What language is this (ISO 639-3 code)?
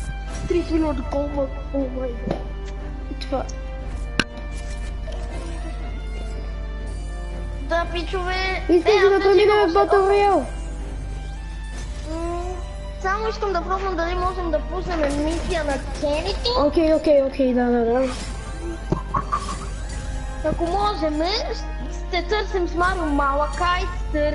bul